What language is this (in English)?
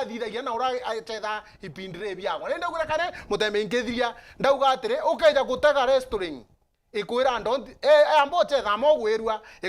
Meru